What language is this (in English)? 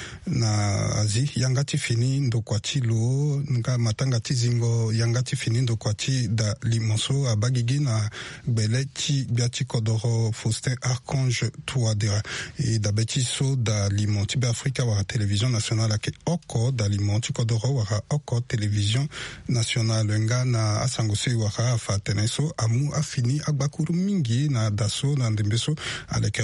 Sango